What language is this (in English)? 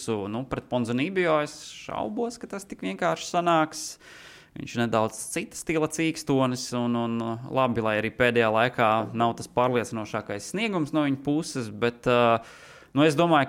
Latvian